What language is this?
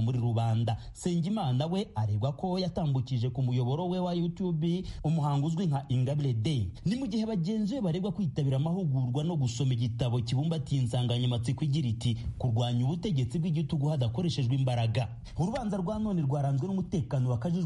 Kinyarwanda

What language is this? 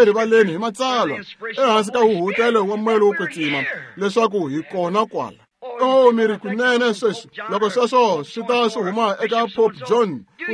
Tsonga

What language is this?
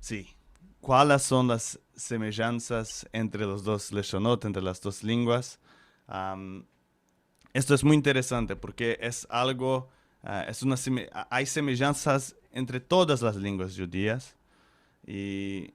Ladino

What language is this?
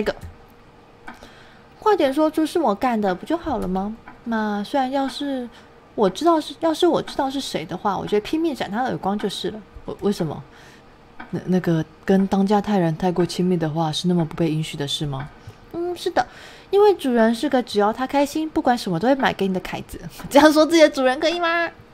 Chinese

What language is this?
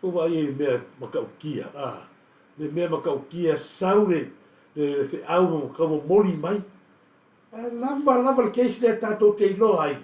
Samoan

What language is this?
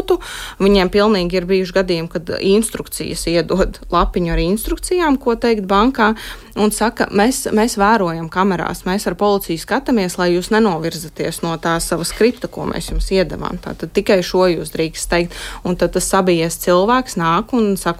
Latvian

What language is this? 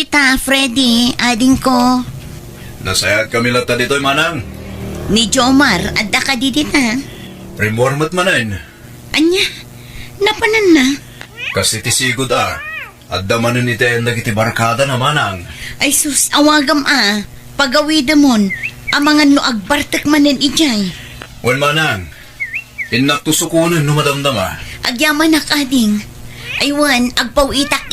Iloko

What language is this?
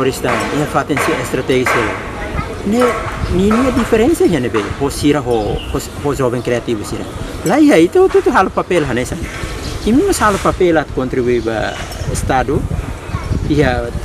Tetum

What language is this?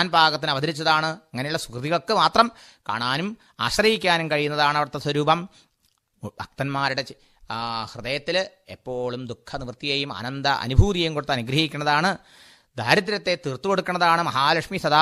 Malayalam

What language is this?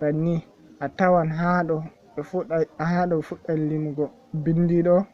Fula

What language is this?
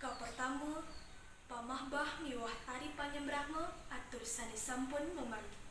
Balinese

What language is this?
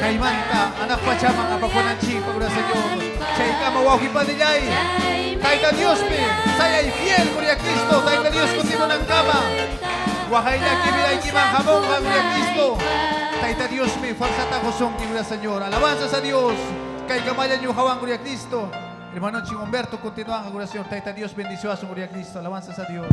Ayacucho Quechua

